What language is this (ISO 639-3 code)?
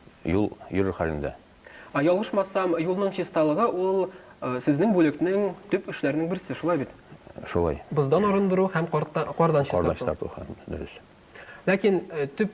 tat